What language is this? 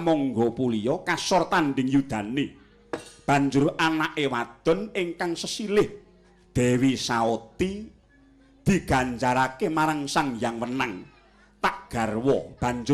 Javanese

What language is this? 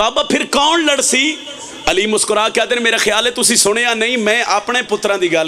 Pahari-Potwari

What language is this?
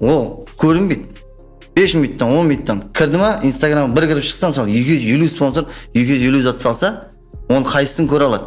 Kara-Kalpak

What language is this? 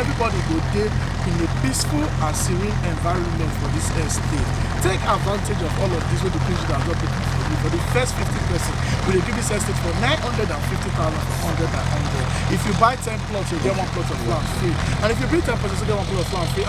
Nigerian Pidgin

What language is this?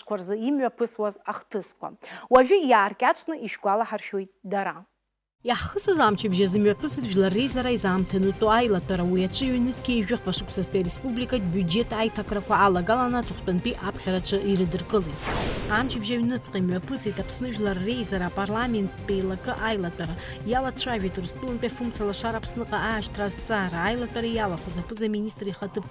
Abkhazian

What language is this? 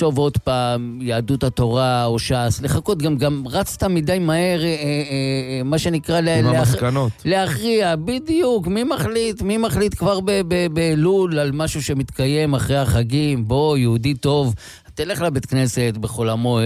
Hebrew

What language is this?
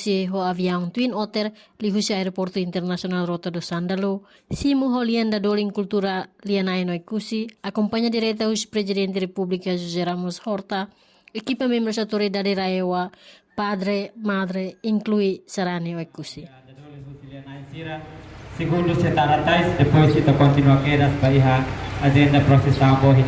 Tetum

